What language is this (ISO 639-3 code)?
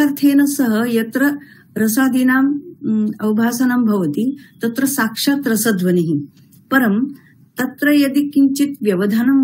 san